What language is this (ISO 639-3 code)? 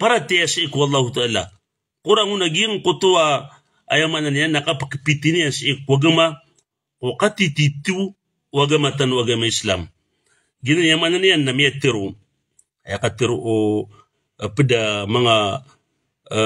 mrw